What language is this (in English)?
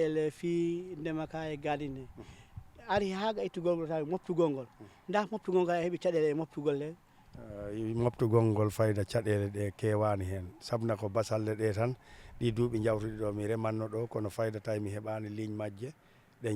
Fula